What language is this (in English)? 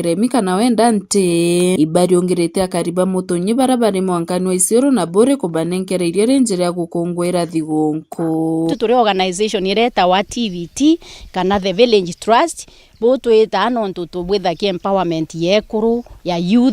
Meru